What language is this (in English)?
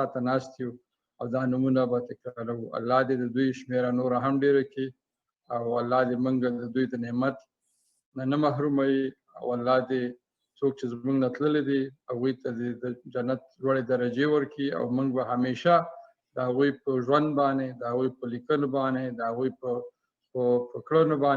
Pashto